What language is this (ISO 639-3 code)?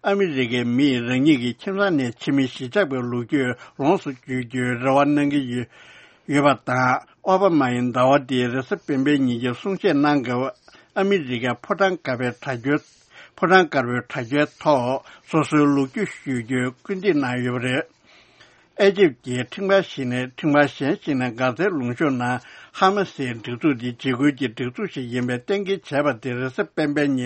bod